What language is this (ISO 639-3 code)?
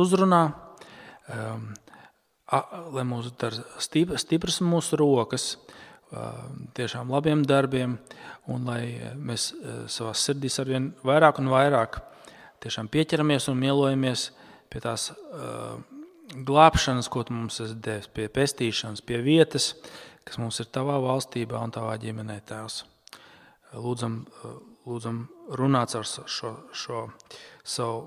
lav